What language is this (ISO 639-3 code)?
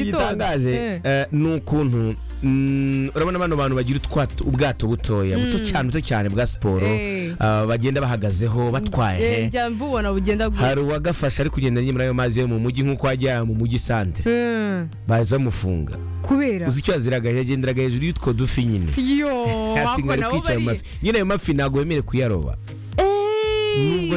kin